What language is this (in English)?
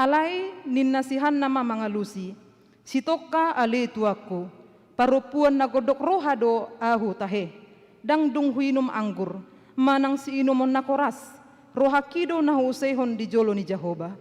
Batak Toba